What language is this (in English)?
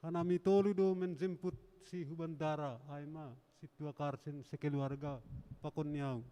Batak Simalungun